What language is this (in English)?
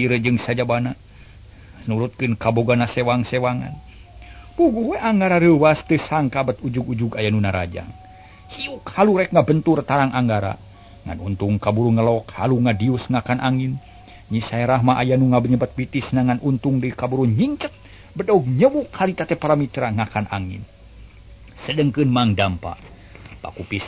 Sundanese